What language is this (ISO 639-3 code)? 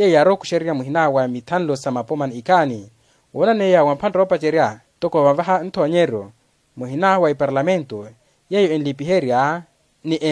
vmw